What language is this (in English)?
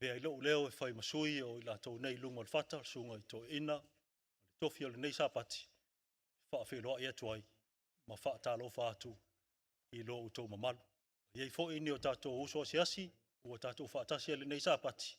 Samoan